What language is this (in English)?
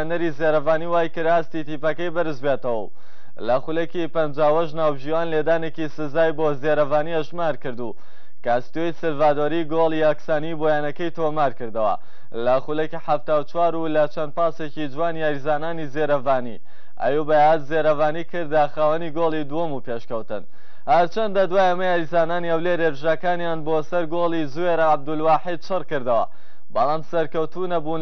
Central Kurdish